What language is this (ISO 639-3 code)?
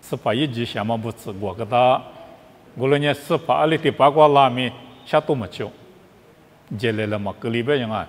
lis